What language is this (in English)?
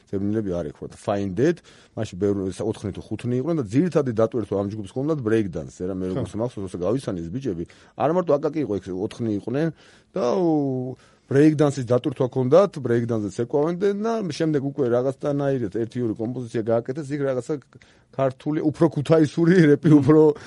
Georgian